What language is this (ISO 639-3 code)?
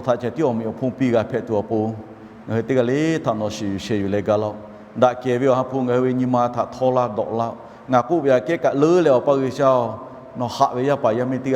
lhu